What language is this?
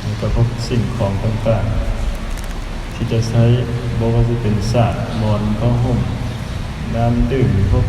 Lao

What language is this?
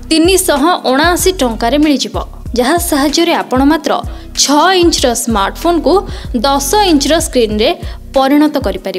Odia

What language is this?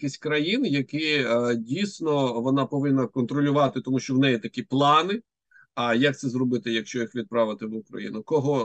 Ukrainian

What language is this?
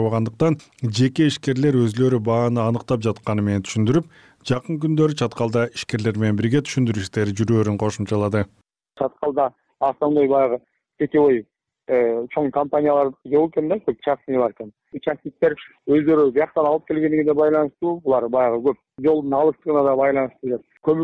Kyrgyz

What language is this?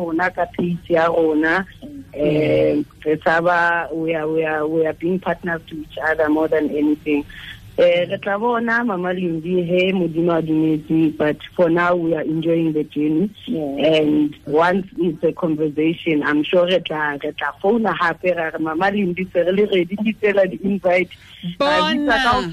Tswana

